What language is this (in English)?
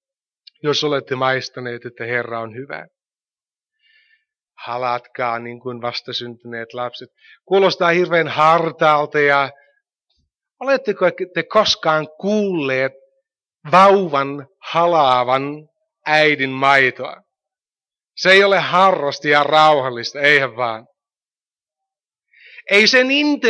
Finnish